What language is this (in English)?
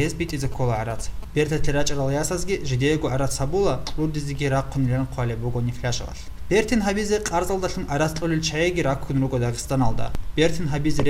Avaric